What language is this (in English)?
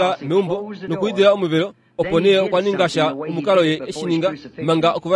Kuanyama